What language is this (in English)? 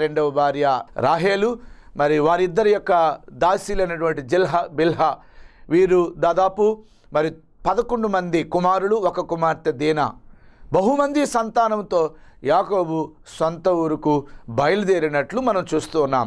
Telugu